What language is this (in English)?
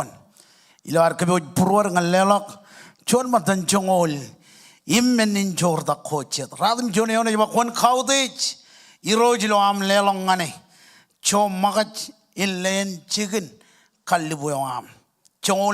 Marshallese